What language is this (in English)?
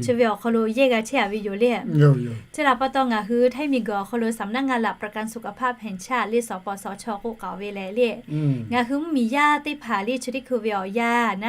Lahu